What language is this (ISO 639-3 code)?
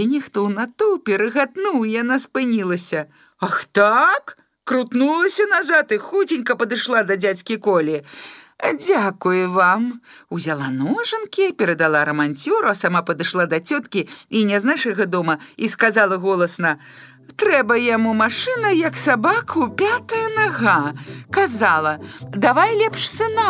bel